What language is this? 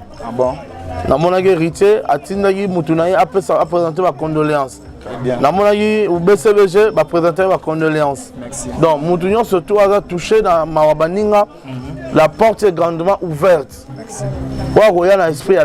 Lingala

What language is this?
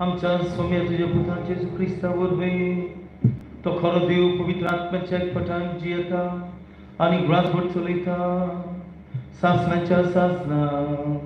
Konkani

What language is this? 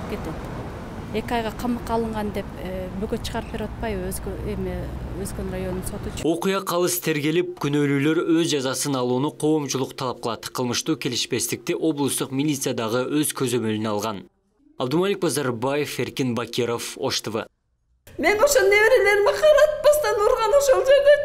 Kyrgyz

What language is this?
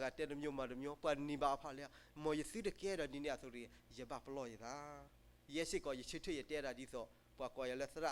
S'gaw Karen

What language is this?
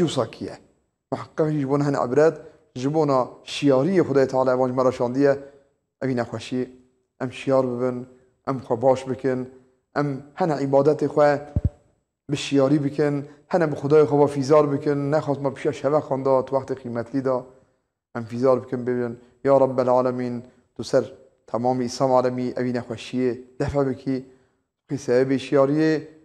Kurdish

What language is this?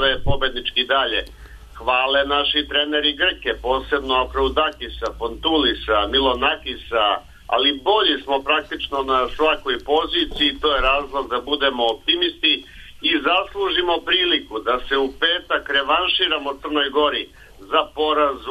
Serbian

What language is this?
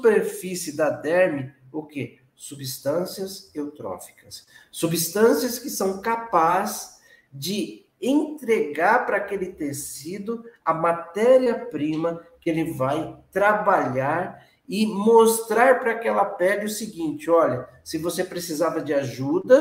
Portuguese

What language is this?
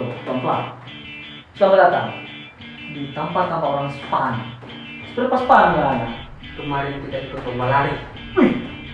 Manado Malay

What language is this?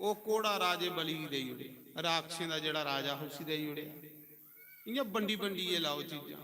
Dogri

